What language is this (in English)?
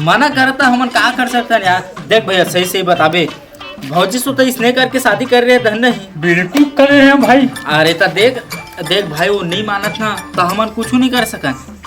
Chhattisgarhi